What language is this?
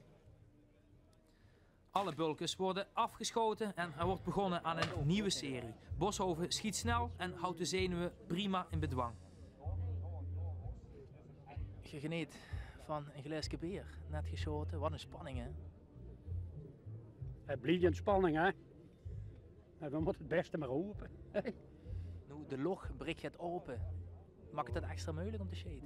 Dutch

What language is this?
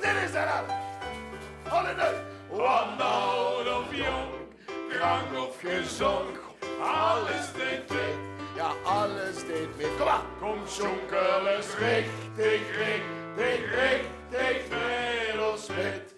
Limburgish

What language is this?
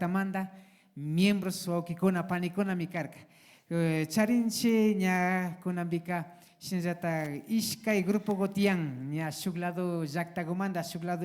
Imbabura Highland Quichua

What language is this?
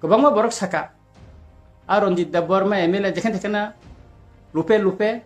Kok Borok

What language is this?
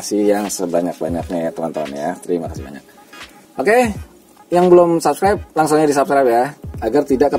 Indonesian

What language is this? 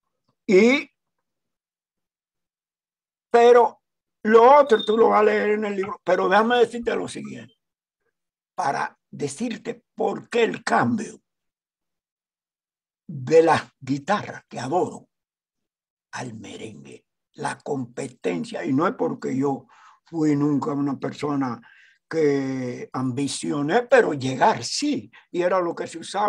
Spanish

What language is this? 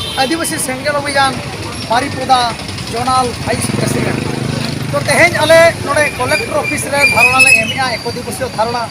Santali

